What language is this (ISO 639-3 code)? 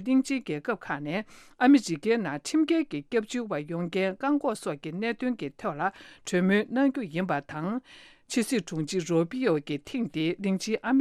bod